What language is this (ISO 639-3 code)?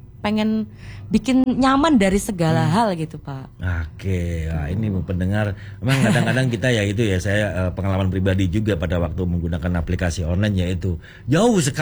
ind